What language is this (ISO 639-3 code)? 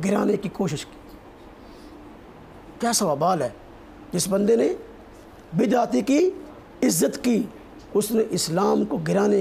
urd